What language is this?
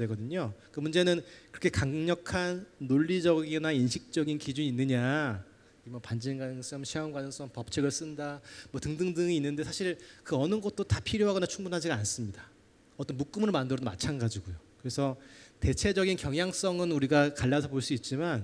Korean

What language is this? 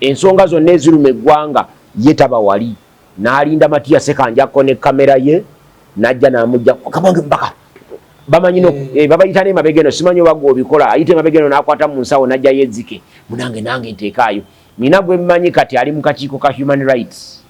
Ganda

